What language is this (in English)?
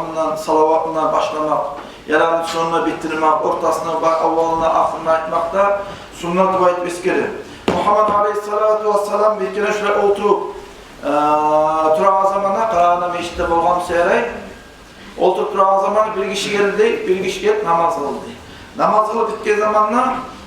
Kumyk